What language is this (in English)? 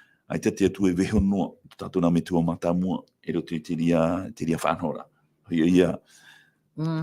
Tahitian